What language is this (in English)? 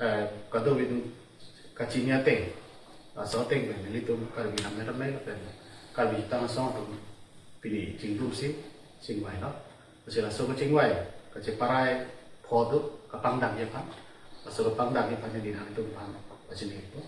Karbi